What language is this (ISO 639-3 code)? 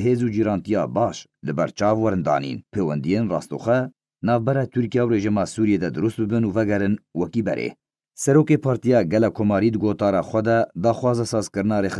kur